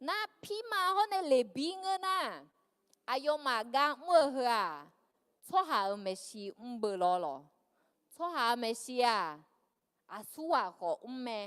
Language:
Akha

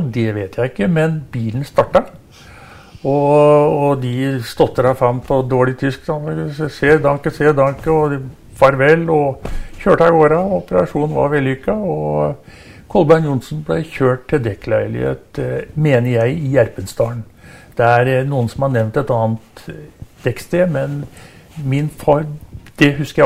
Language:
Norwegian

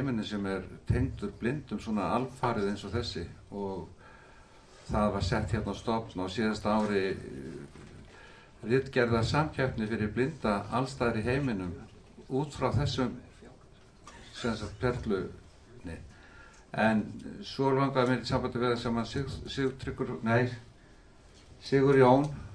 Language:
Icelandic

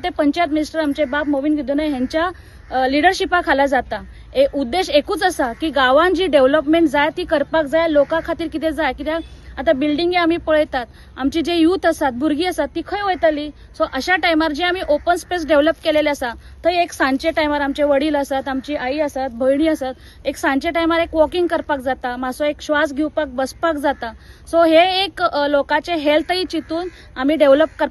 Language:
Konkani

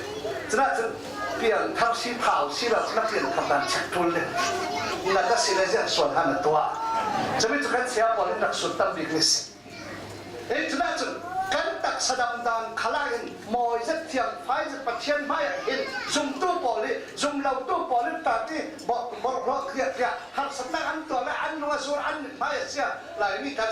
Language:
Falam Chin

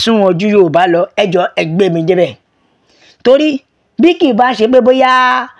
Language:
Yoruba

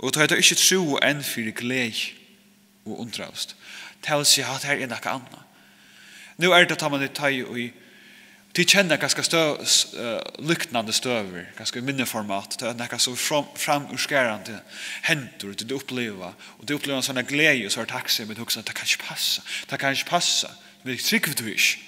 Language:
Faroese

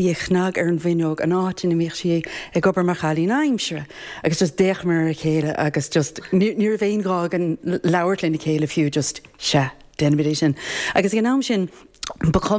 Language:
Irish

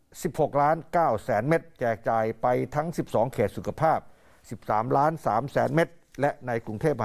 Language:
Thai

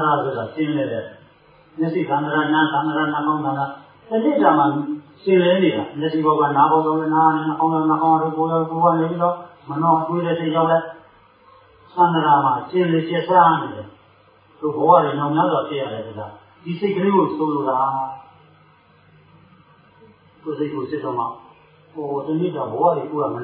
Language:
Burmese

